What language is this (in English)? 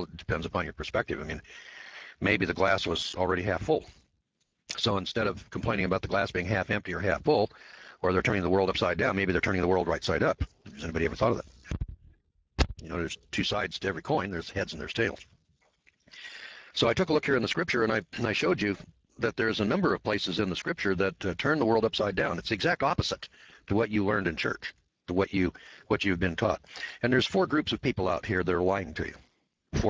English